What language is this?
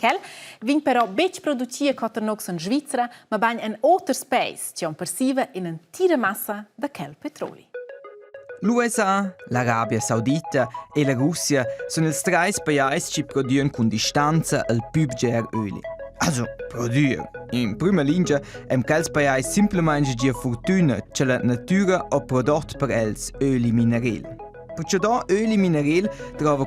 Romansh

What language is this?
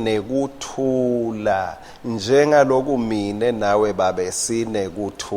Swati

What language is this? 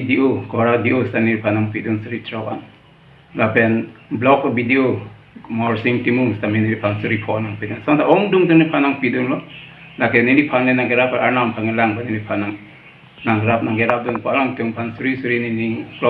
Karbi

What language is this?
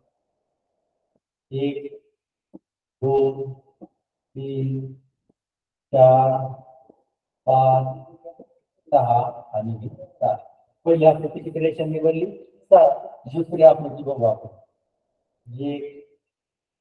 Marathi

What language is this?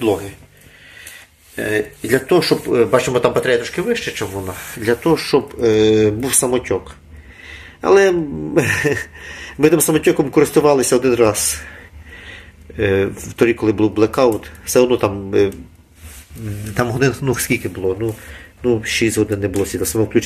Ukrainian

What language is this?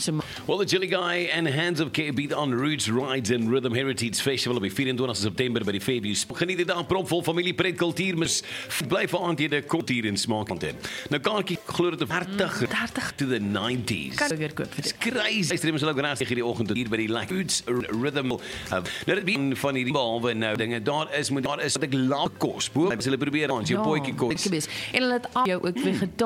Afrikaans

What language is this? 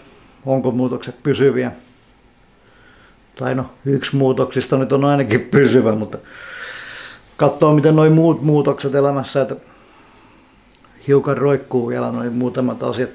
Finnish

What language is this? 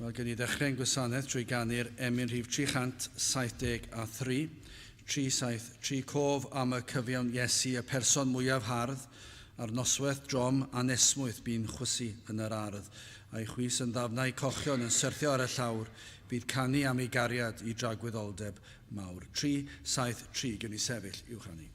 Welsh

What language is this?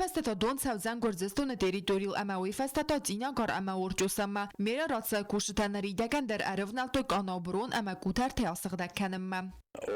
Ossetic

